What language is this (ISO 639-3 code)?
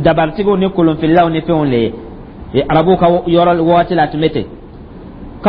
dyu